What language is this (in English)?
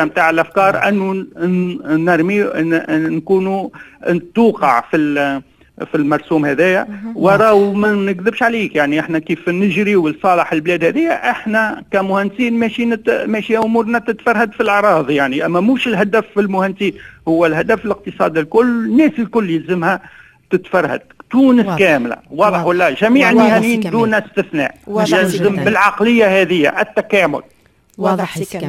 Tunisian Arabic